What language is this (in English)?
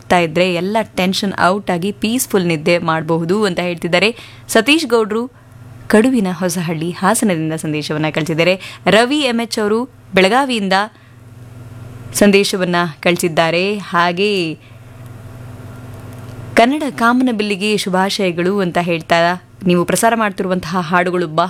Kannada